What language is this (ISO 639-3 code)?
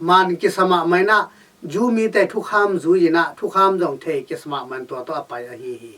ctd